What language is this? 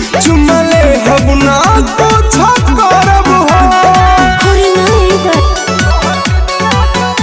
Bhojpuri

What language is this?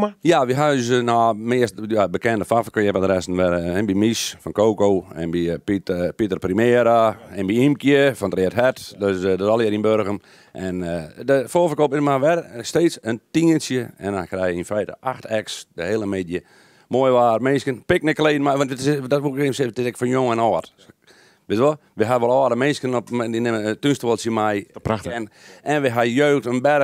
Western Frisian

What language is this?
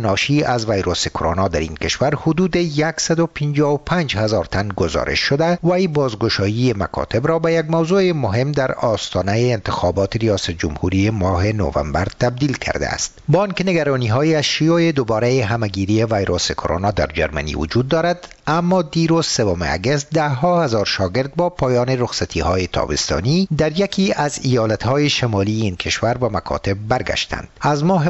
Persian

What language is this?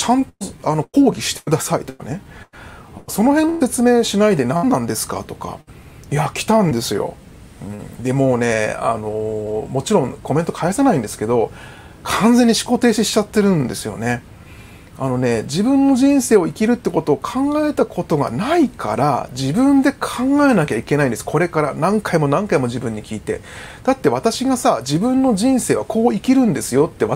Japanese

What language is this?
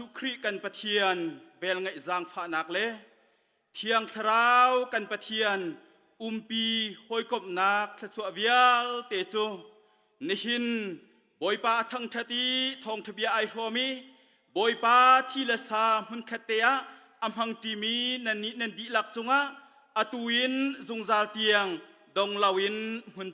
Hakha Chin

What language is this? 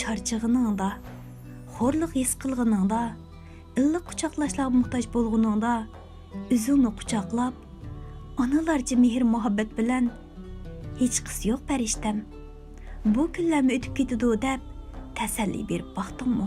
Uyghur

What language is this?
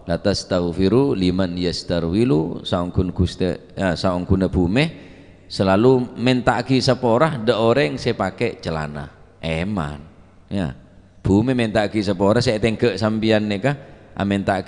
Madurese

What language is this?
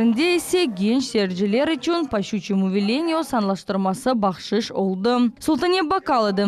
Crimean Tatar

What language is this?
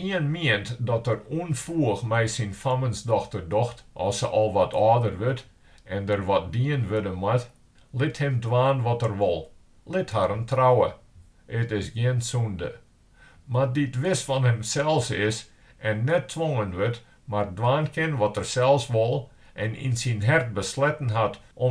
Western Frisian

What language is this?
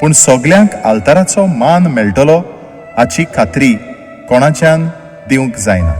Konkani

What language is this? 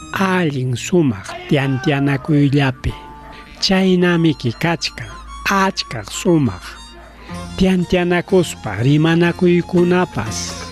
Ayacucho Quechua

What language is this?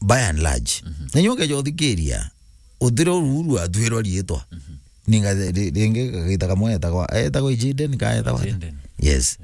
Meru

